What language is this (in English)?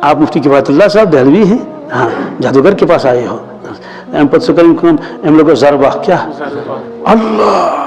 Kashmiri